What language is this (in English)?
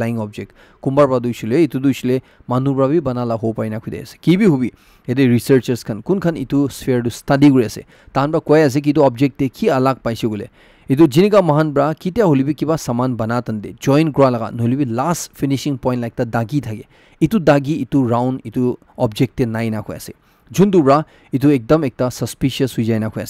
Naga Pidgin